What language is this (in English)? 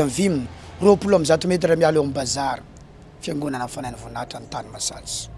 Malagasy